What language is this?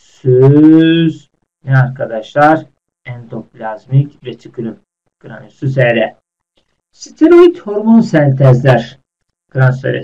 Turkish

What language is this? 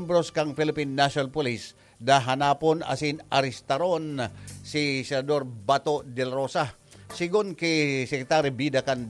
Bikol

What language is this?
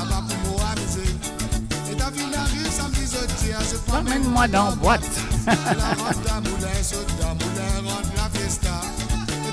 Morisyen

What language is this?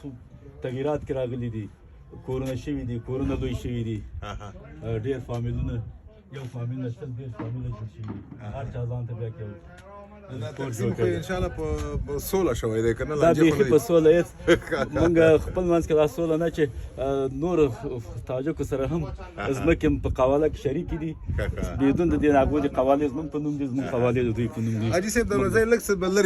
Pashto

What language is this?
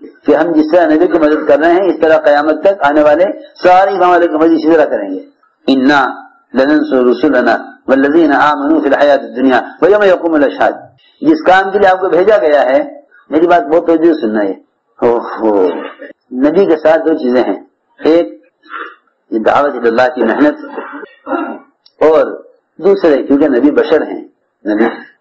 Urdu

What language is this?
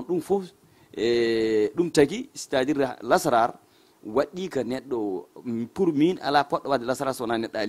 Fula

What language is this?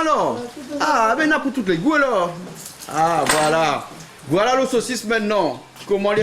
Réunion Creole French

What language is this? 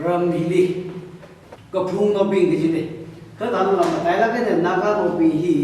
Tangkhul Naga (India)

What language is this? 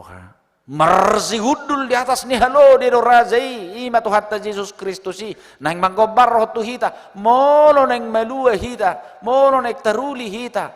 Batak Toba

